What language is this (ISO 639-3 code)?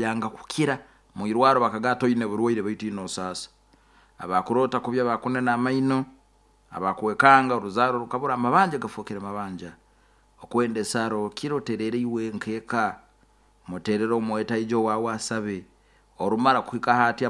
nyo